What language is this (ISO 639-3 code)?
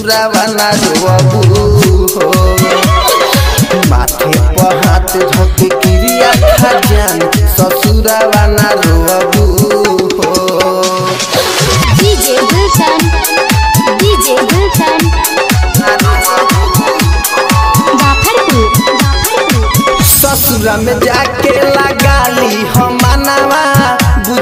bho